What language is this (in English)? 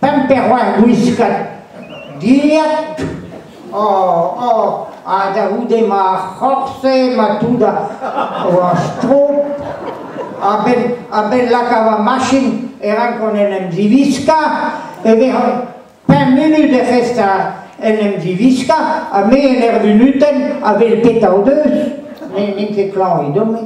Breton